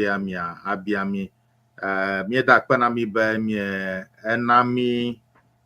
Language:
Ewe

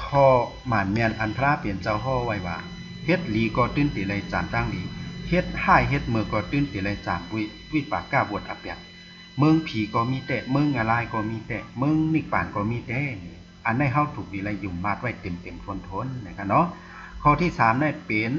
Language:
Shan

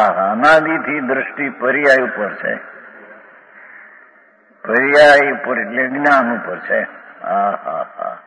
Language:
Gujarati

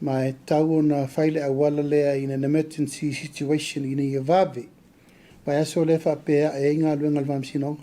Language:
Samoan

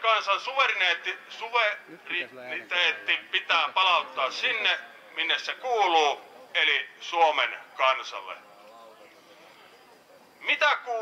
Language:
Finnish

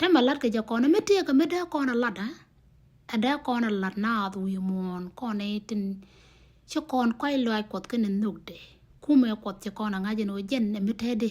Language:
Nuer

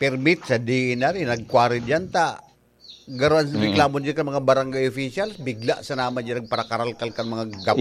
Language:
Bikol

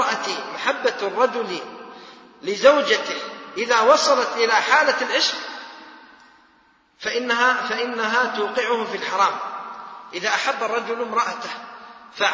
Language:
Arabic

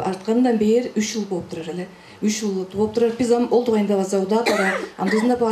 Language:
Tuvinian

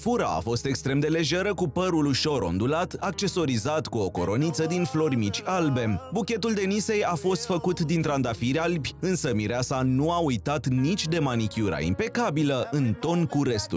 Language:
Romanian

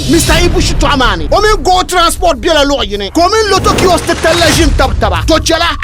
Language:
Dagbani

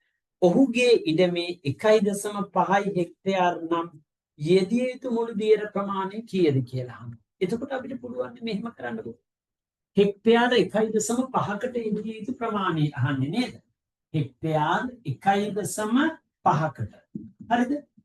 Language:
Sinhala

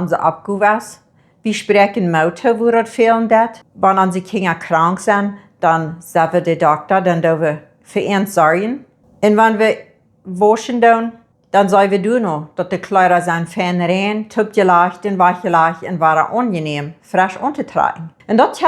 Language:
Plautdietsch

